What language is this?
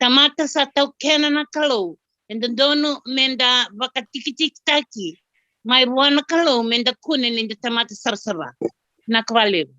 Fijian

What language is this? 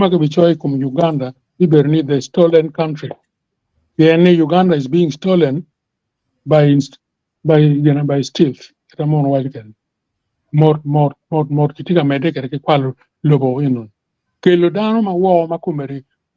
Acoli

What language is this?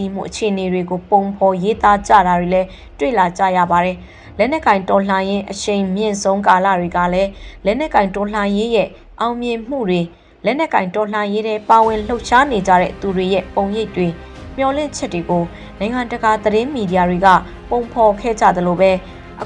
Burmese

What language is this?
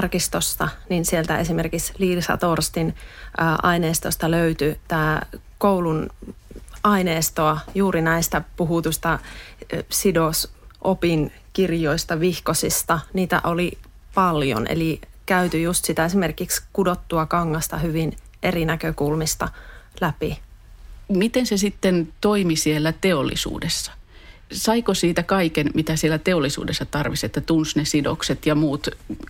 Finnish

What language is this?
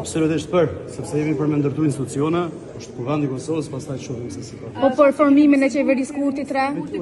Albanian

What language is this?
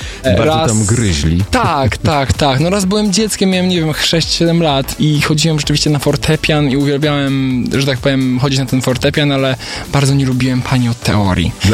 Polish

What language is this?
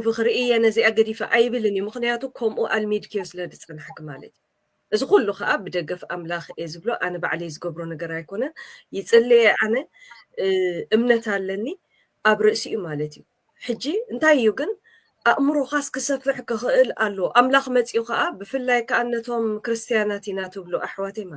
Tigrinya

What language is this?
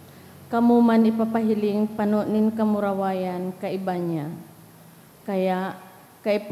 Bikol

